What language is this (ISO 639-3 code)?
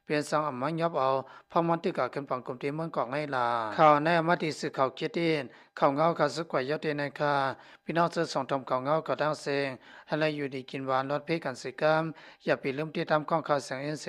lao